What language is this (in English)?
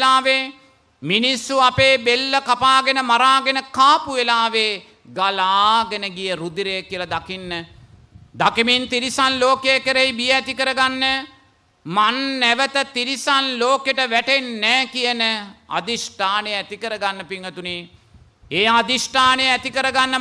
Sinhala